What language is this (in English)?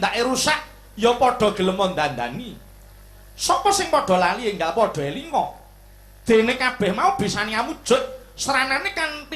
Javanese